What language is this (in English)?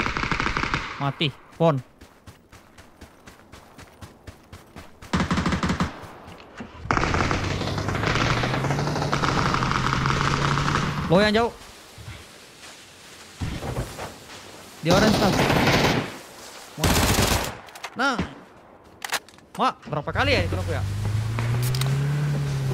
Indonesian